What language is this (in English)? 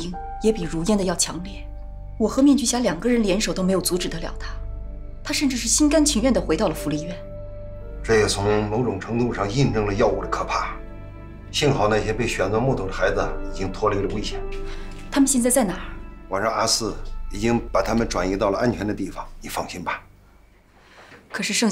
Chinese